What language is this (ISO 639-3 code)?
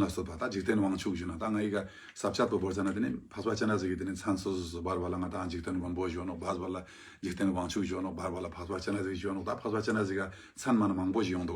lbj